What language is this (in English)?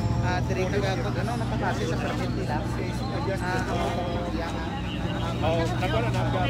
Hiligaynon